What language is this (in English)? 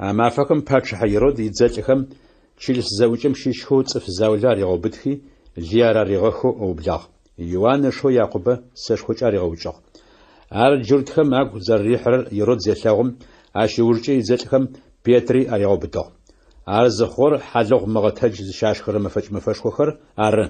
Adyghe